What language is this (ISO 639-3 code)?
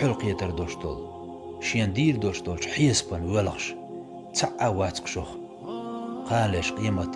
che